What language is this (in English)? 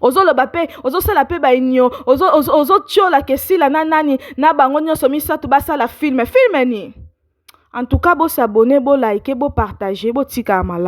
Lingala